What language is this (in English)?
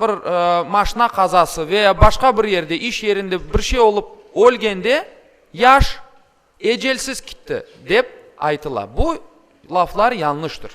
Crimean Tatar